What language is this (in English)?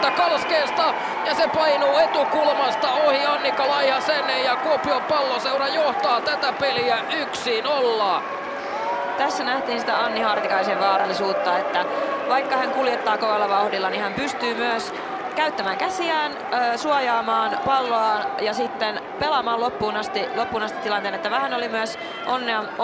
Finnish